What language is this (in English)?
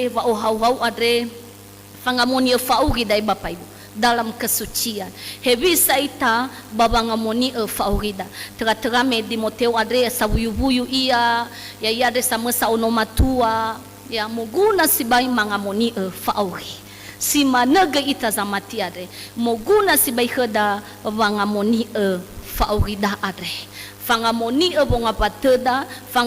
Nias